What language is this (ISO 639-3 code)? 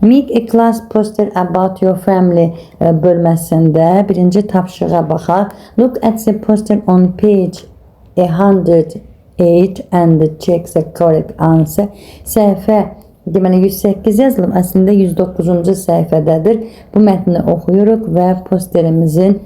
aze